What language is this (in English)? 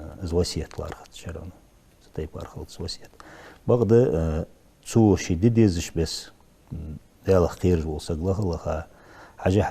Ingush